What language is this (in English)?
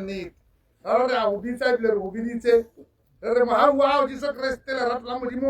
Tswana